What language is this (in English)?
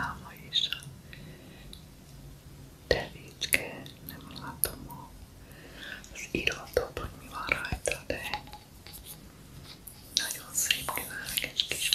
Hungarian